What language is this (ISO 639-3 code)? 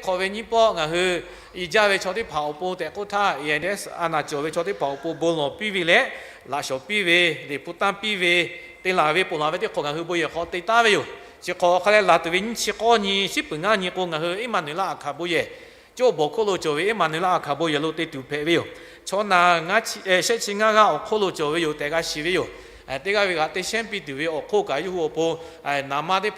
lhu